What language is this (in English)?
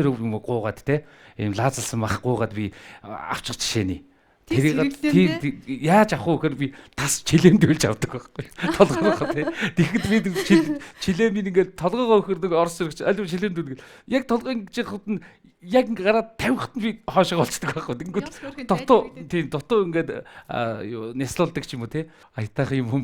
Mongolian